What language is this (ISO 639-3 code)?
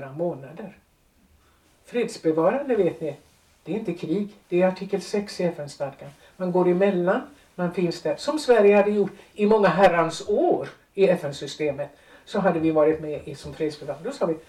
swe